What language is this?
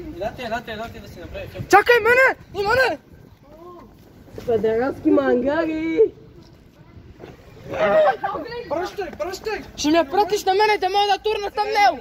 Bulgarian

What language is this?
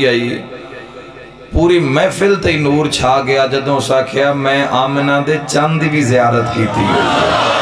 Western Panjabi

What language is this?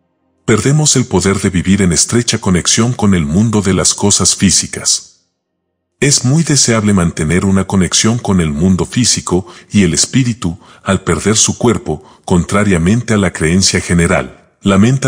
Spanish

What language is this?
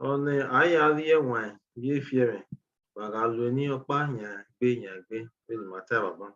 Bini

